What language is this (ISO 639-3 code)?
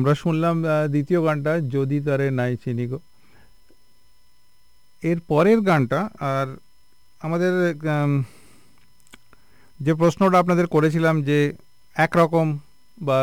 ben